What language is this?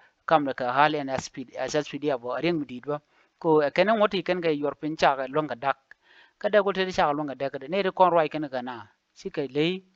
Nuer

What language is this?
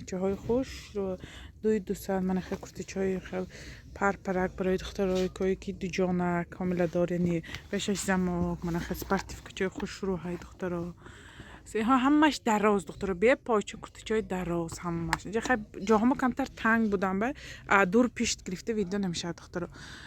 Tajik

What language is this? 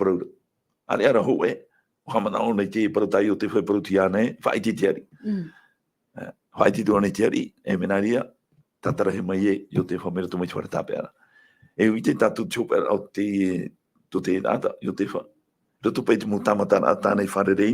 Tahitian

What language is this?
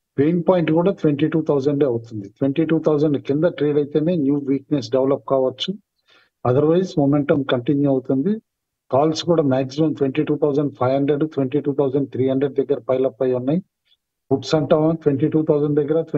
Telugu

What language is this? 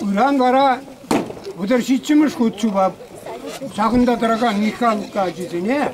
Chuvash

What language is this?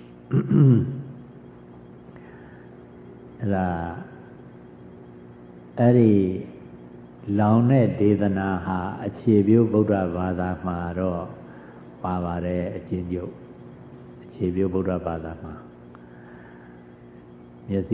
Burmese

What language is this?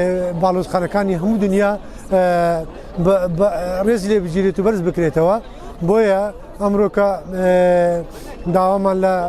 Kurdish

